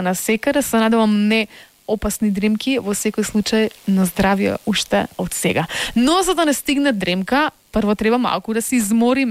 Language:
Macedonian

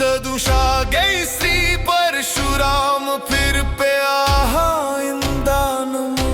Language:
Dogri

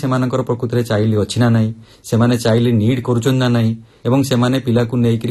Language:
Odia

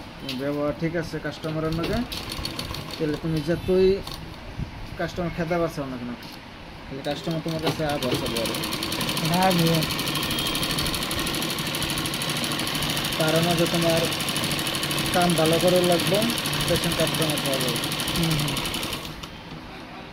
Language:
Bangla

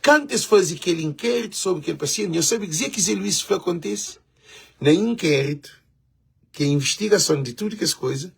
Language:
Kabuverdianu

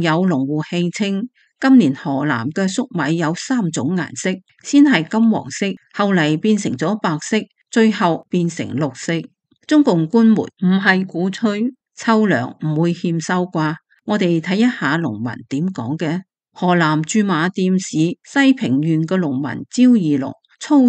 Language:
Cantonese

